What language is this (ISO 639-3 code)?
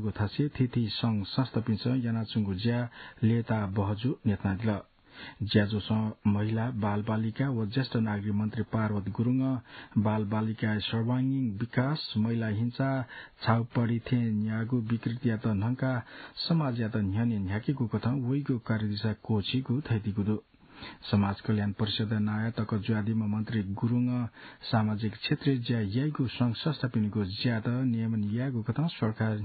new